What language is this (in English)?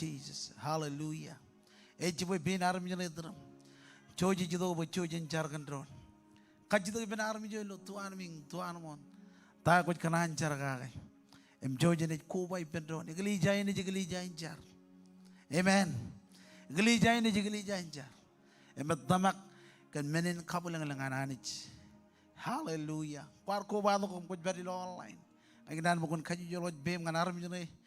Marshallese